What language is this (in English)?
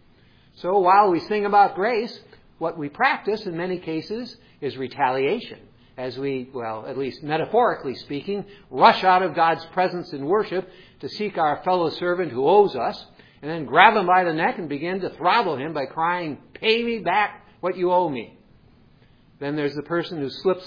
English